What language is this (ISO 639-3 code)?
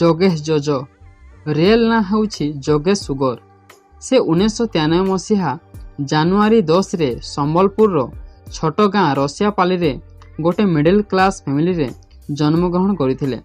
ori